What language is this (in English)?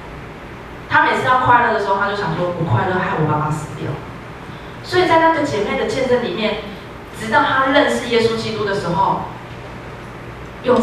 Chinese